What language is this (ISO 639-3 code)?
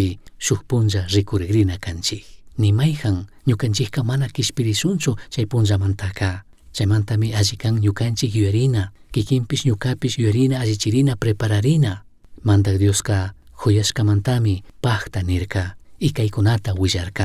qug